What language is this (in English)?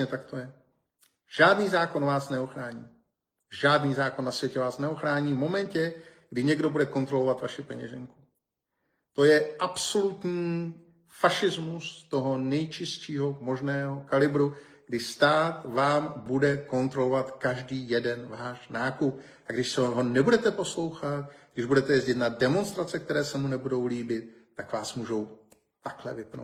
Czech